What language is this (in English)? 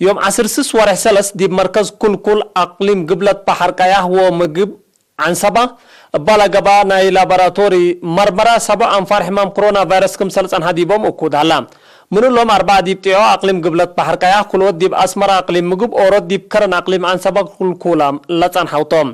Tigre